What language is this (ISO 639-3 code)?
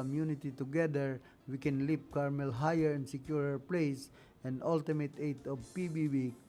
bik